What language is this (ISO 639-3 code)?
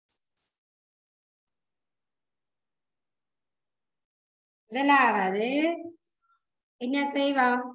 tam